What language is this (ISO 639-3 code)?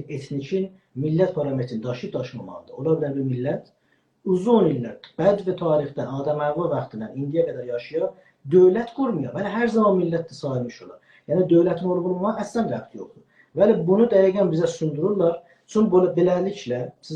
azb